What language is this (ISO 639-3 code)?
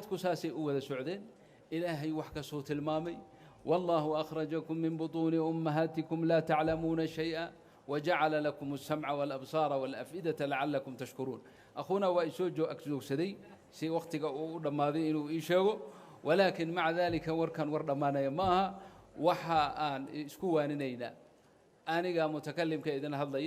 som